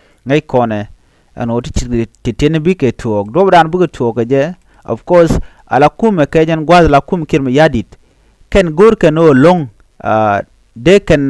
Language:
Nuer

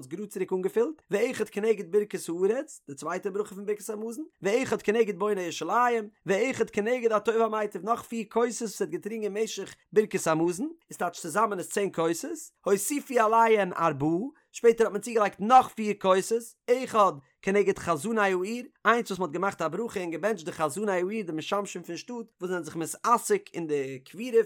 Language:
Yiddish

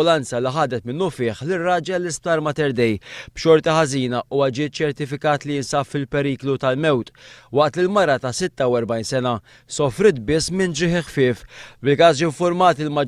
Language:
Maltese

